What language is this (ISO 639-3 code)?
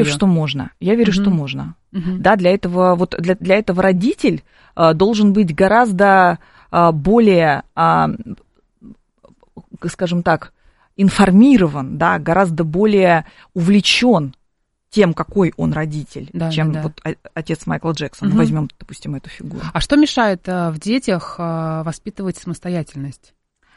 rus